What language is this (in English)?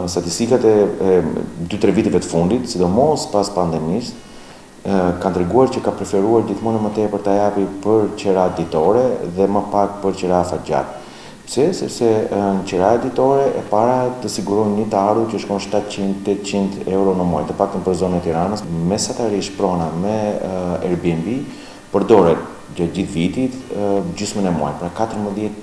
Albanian